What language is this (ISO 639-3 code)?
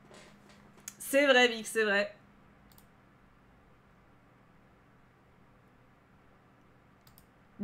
fra